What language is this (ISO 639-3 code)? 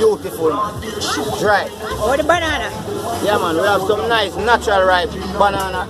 jam